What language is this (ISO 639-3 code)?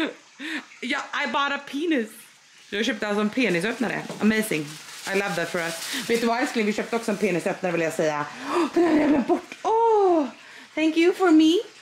swe